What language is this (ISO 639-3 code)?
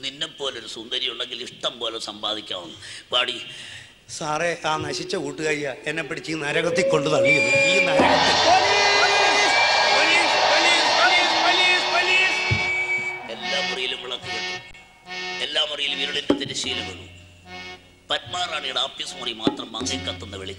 mal